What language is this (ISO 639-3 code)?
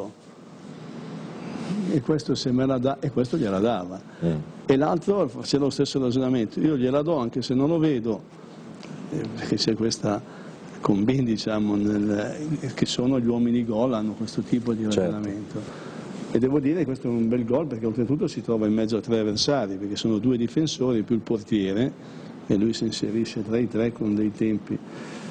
ita